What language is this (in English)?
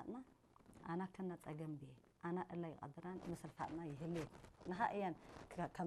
Tigre